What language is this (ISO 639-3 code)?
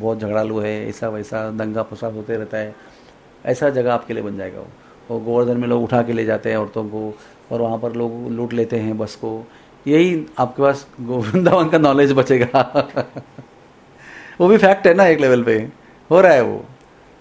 hin